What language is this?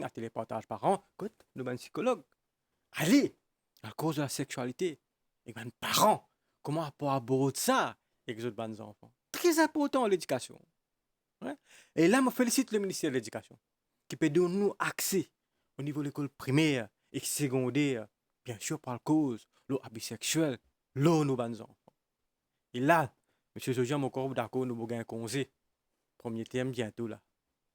Morisyen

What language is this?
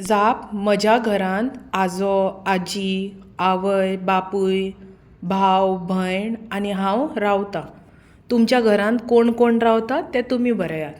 Konkani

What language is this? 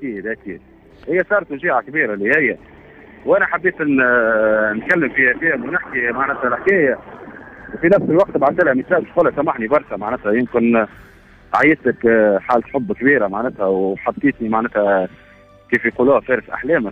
Tunisian Arabic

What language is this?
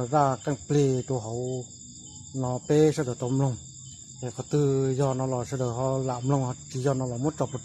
Hmong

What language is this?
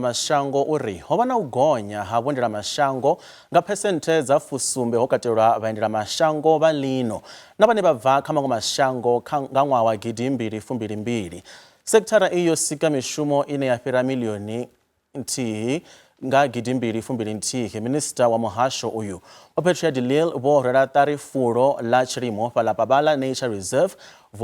Venda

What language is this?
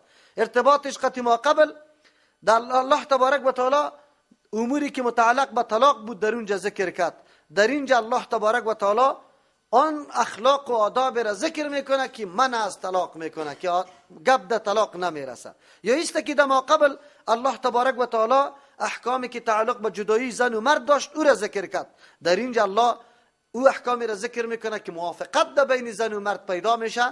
Persian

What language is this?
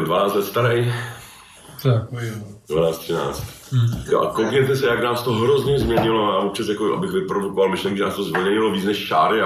Czech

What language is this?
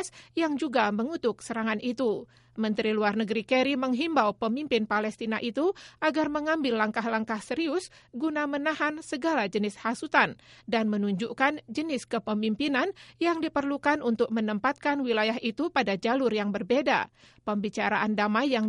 Indonesian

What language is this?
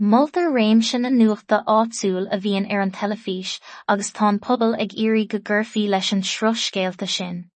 Irish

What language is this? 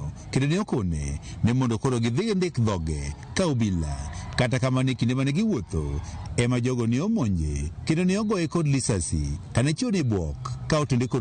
Luo (Kenya and Tanzania)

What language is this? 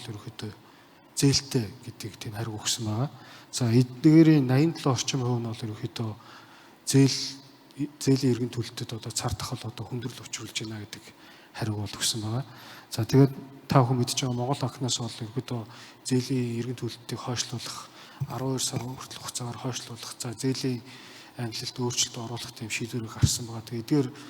Mongolian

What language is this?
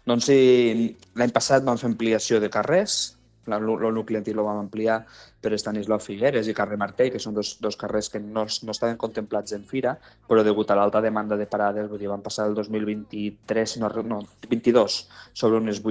Catalan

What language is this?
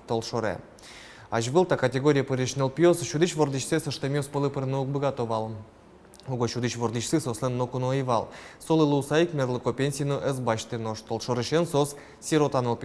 Udmurt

